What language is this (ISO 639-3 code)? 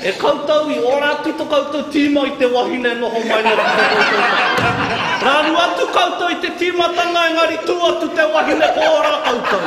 mri